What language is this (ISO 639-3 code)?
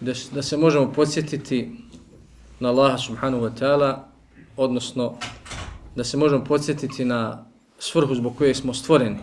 bos